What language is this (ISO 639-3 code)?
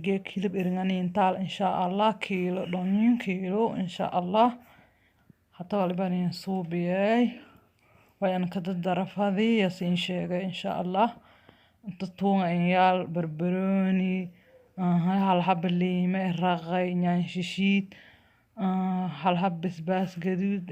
som